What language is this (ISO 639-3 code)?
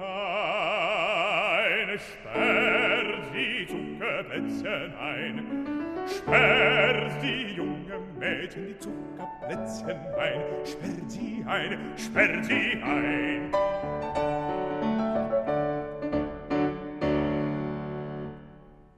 ces